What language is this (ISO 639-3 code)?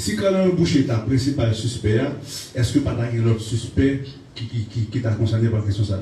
hat